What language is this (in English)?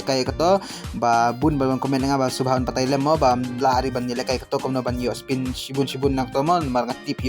Khasi